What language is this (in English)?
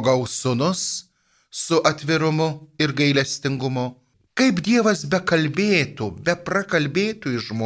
Lithuanian